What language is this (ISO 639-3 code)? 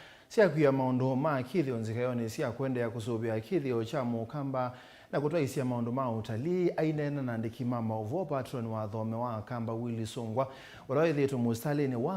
kam